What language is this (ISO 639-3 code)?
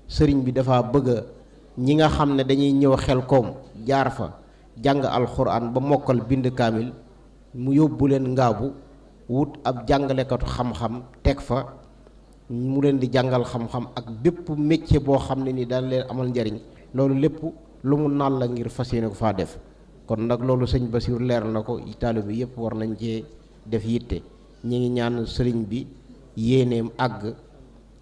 wol